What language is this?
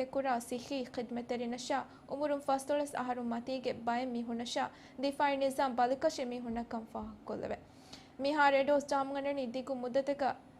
Divehi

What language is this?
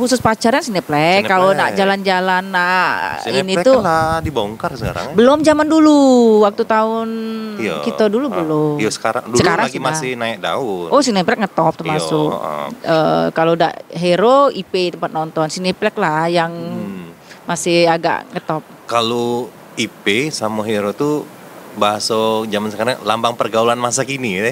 Musi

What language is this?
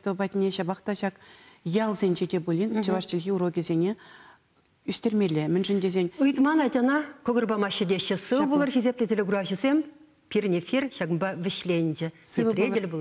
Chuvash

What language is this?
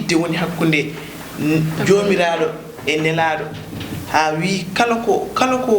Fula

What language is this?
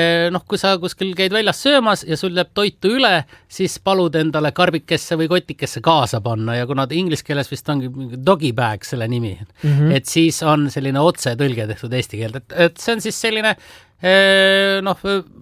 Estonian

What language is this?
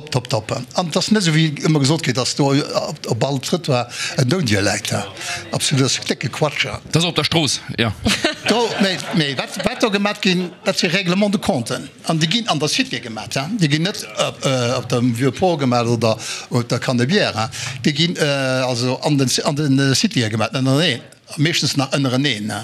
Luxembourgish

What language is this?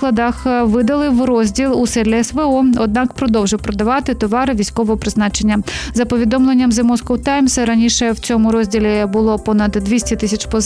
Ukrainian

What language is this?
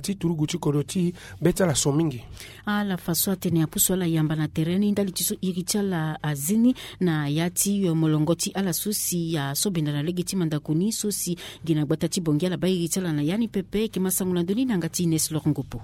Sango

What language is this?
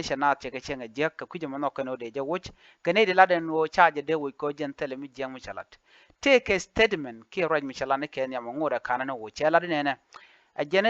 Nuer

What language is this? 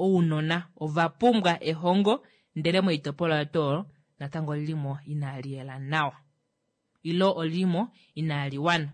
Kuanyama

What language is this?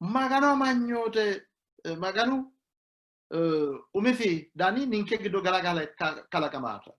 Sidamo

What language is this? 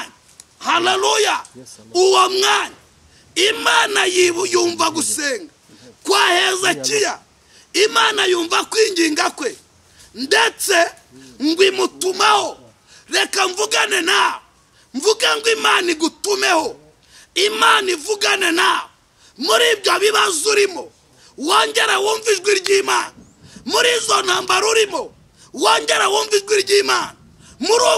Kinyarwanda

